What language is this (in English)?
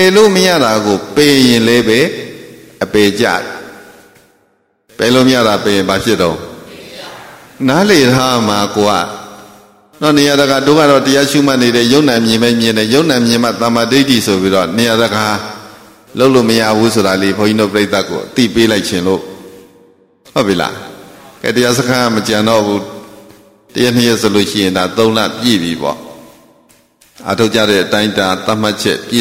Burmese